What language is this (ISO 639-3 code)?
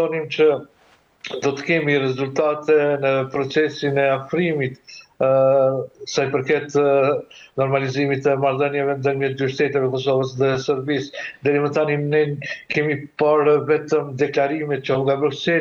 sqi